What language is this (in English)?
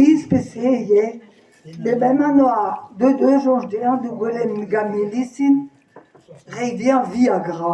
Breton